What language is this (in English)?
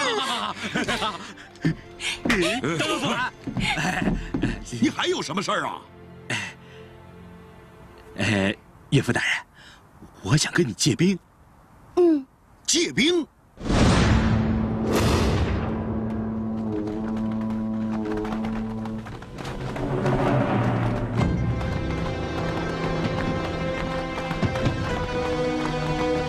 Chinese